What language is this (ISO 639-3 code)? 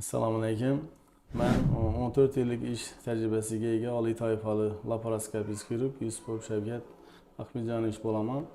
uzb